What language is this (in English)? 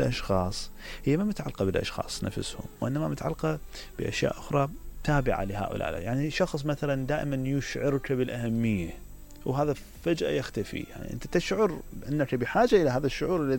Mesopotamian Arabic